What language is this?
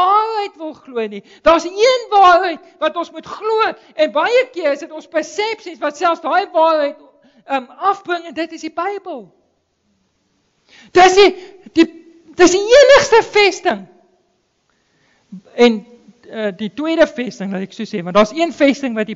Afrikaans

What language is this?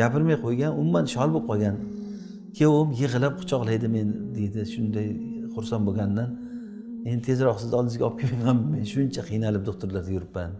Uzbek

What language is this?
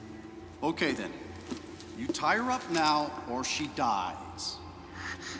English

